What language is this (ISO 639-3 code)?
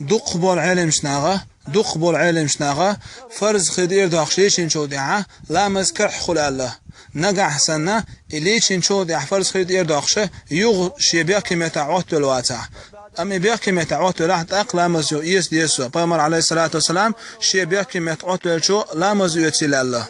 che